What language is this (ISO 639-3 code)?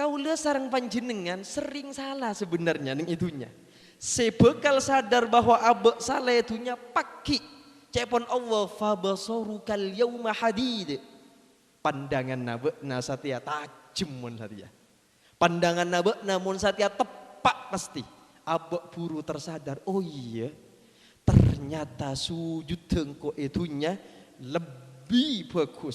mad